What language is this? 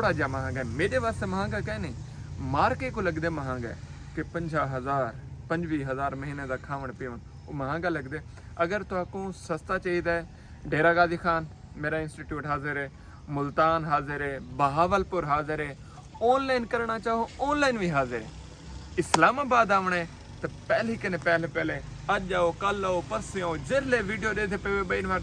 Saraiki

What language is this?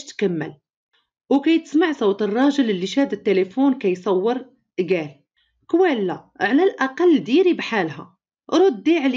Moroccan Arabic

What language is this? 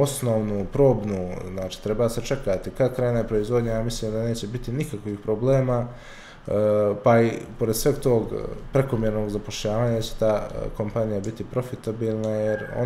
Bosnian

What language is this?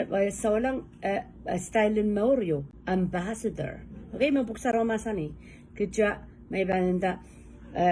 Pohnpeian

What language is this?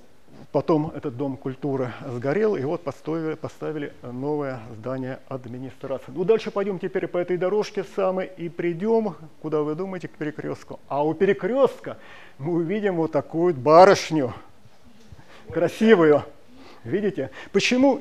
Russian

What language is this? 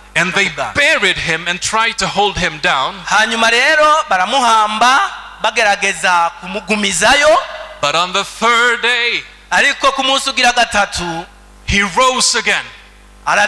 Rundi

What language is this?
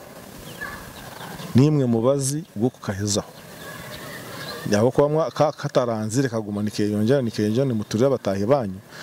Kinyarwanda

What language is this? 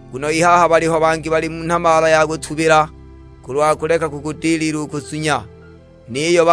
Sukuma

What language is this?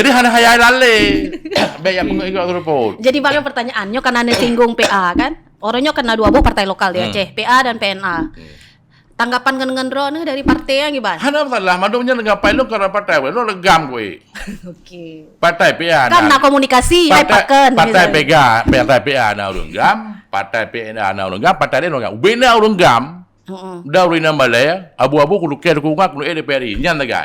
Achinese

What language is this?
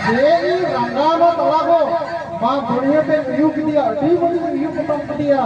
Santali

